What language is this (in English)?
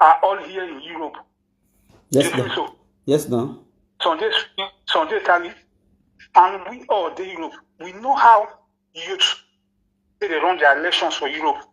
Nigerian Pidgin